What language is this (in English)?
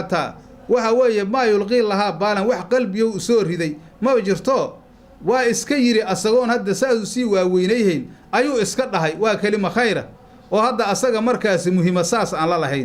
Somali